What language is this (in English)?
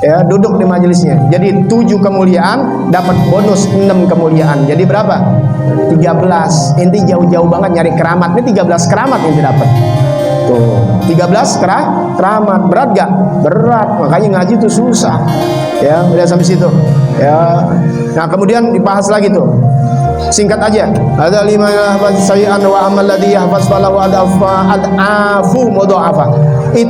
Betawi